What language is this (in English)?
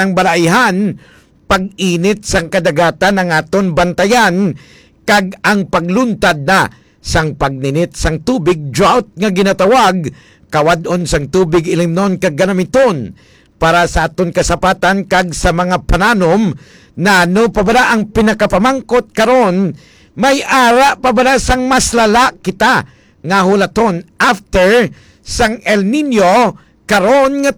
Hiligaynon